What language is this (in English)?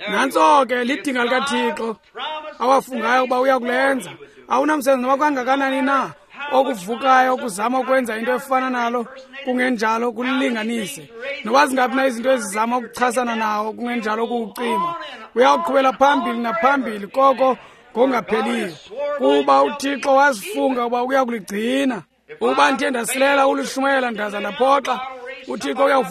Xhosa